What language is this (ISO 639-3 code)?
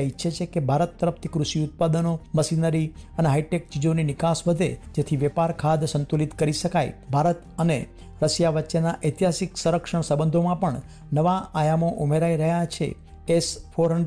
guj